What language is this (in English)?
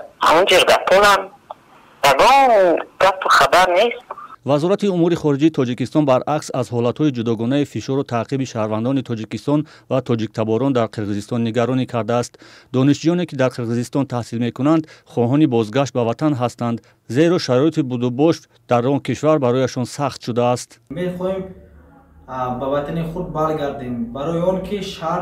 Tajik